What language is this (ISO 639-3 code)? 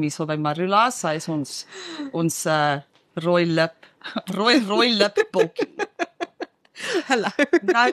afr